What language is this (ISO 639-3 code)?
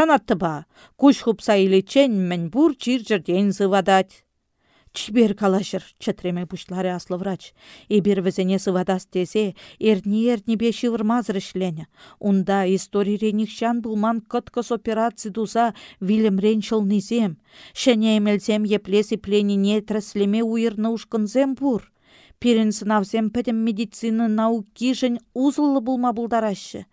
chv